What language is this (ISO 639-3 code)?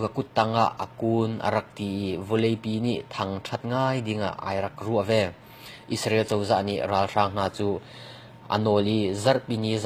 cnh